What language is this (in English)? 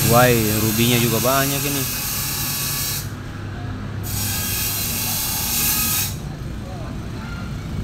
Indonesian